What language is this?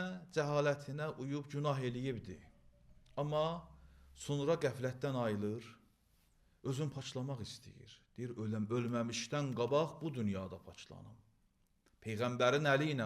Azerbaijani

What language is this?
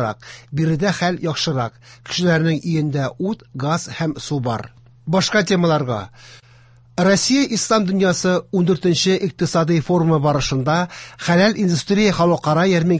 Tatar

